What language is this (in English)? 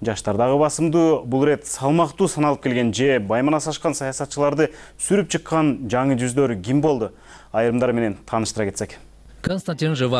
Kyrgyz